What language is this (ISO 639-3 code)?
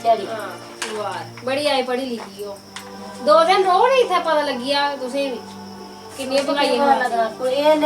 doi